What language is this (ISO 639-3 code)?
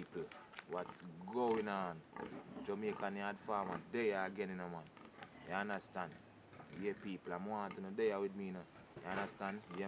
jam